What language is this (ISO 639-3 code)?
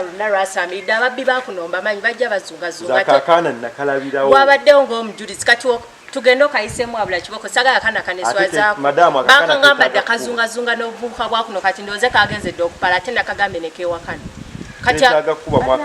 lug